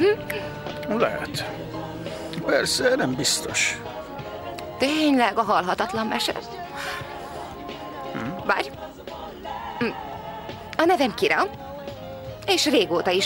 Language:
Hungarian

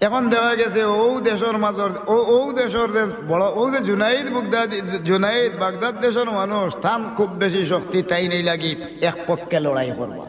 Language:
Sylheti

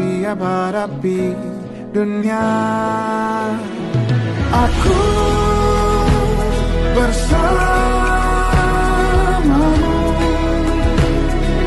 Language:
Indonesian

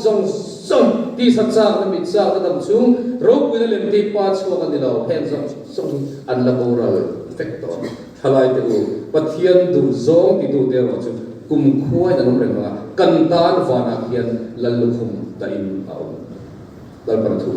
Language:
Mizo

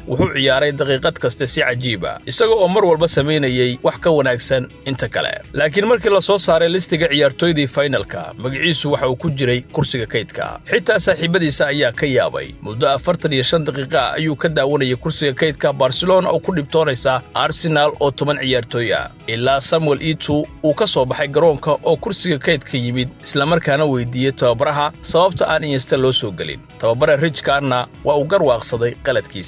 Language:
Somali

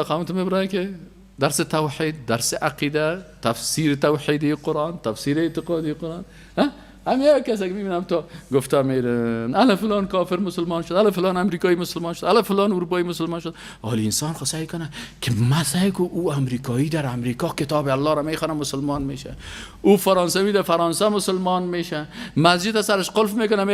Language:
Persian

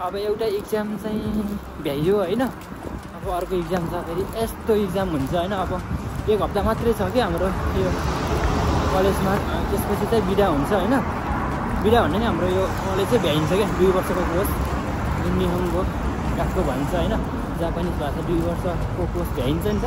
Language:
Nepali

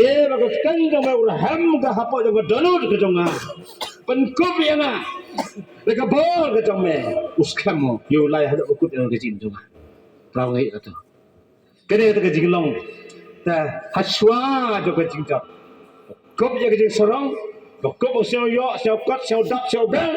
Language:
Khasi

